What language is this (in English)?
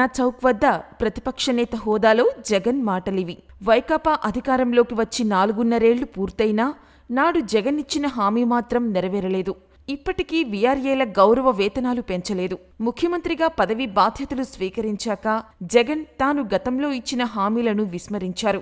Telugu